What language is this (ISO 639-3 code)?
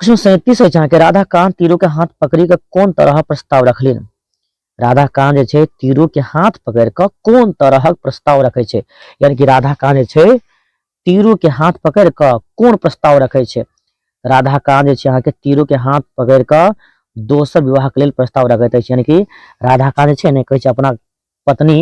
mai